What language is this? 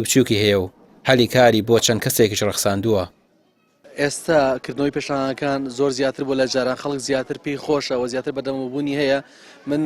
Central Kurdish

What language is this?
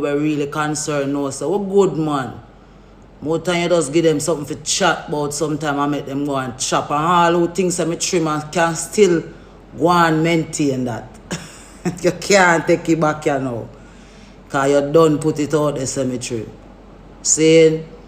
Jamaican Creole English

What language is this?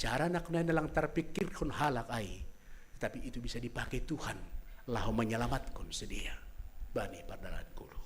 Batak Simalungun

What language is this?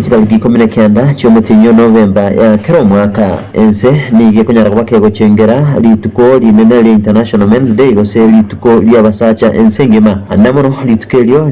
Gusii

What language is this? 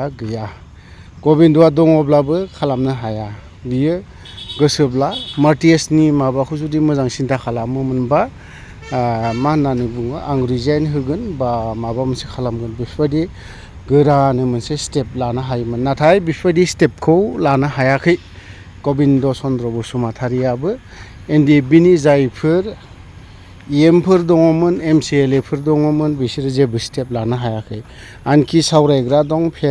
Bodo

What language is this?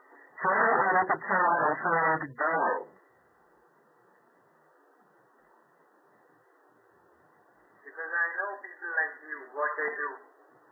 English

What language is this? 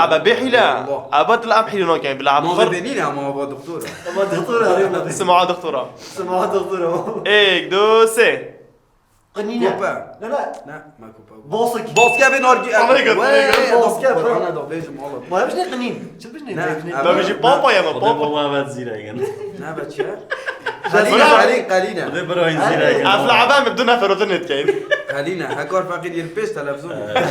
Kurdish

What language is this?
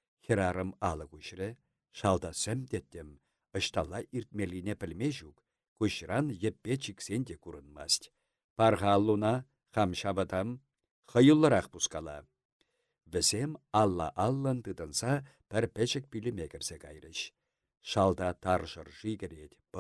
Chuvash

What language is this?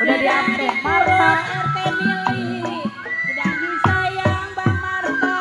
Betawi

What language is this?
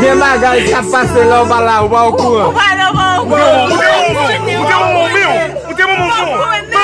Haitian Creole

